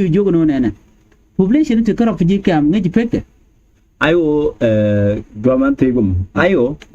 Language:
Nuer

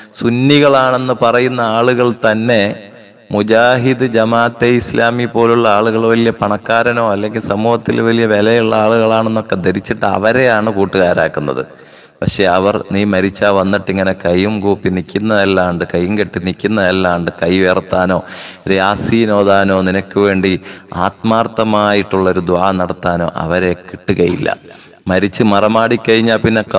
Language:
Malayalam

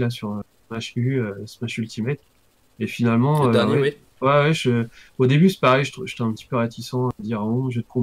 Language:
French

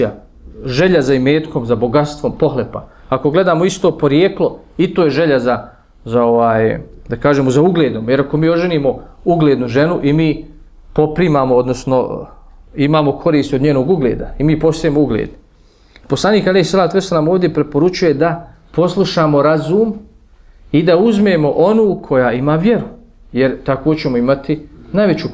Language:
Bosnian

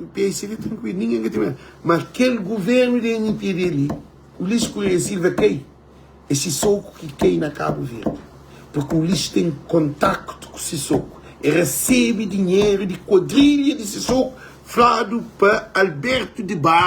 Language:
Kabuverdianu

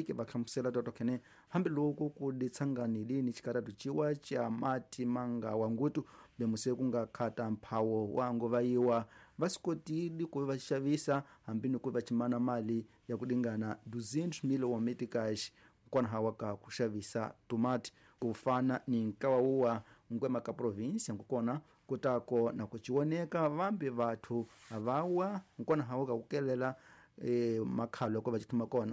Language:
Tsonga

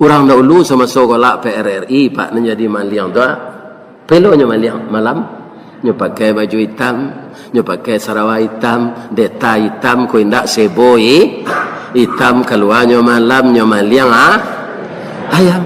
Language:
Minangkabau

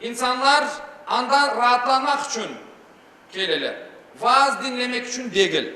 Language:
Crimean Tatar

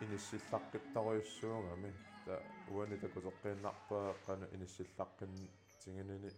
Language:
Kalaallisut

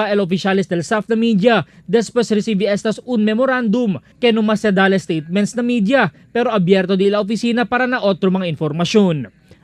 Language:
Chavacano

